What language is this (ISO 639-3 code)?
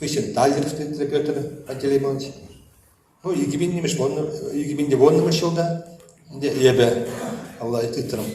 chv